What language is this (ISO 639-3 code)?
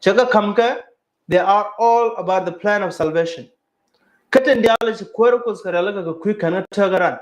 nus